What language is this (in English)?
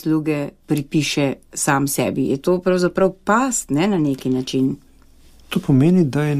Slovenian